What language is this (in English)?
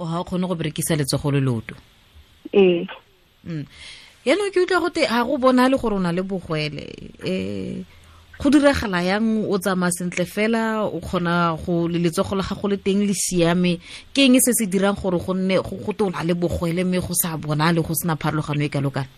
Tswana